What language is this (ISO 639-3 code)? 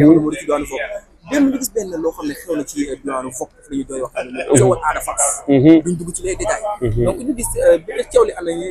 wol